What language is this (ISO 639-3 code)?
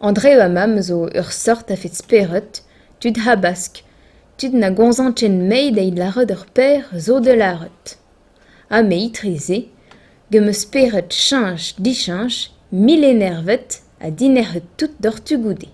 bre